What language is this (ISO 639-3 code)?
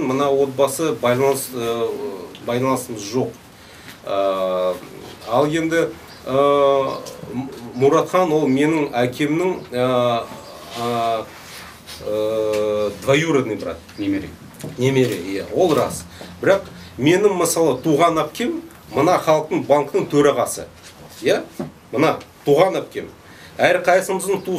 kaz